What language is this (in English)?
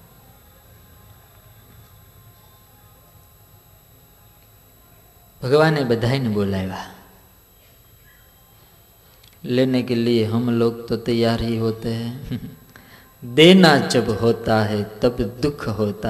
Gujarati